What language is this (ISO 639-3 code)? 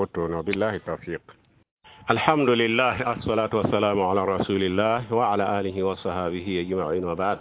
mos